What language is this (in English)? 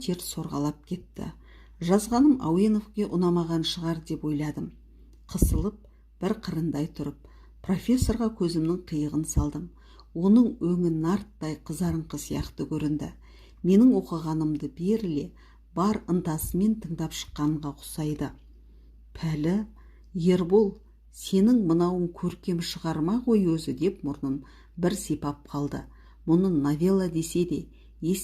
Kazakh